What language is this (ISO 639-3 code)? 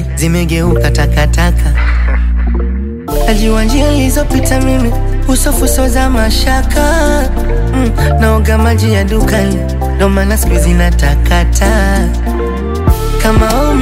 swa